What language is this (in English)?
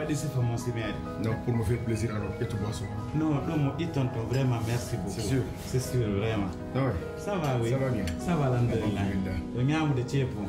Pular